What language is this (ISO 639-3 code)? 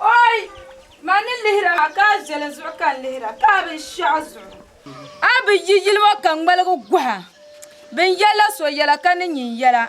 dag